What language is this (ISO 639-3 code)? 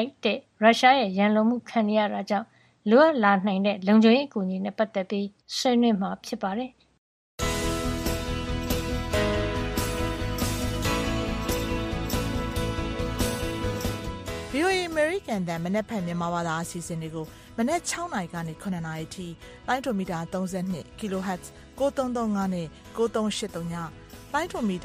mya